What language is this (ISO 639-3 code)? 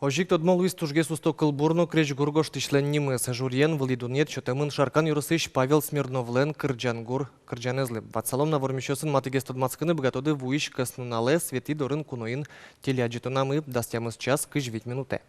udm